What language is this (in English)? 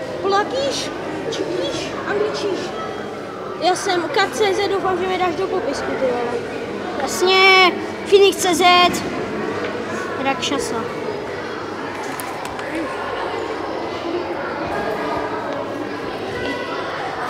Czech